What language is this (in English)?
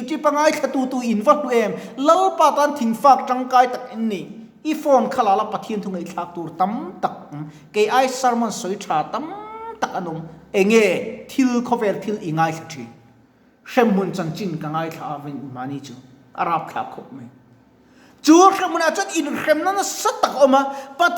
Mizo